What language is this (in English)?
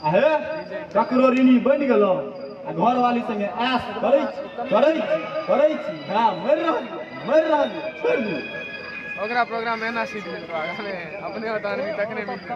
Maithili